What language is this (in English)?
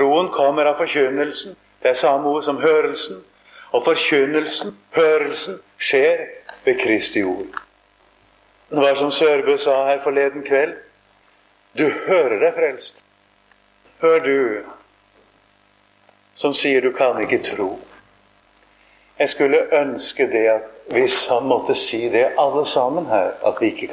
Norwegian